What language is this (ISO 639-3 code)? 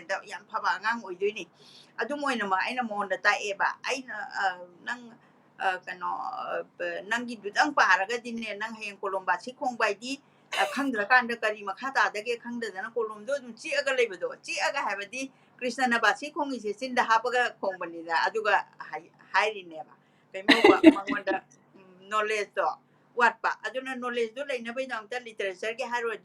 mni